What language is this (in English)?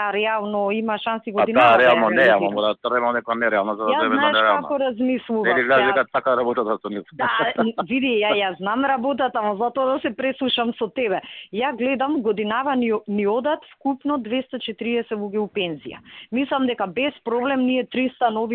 Macedonian